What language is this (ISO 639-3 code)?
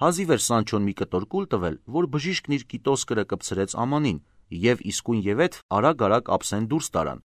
hye